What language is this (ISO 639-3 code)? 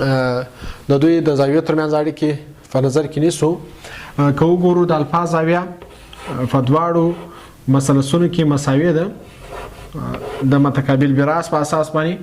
pus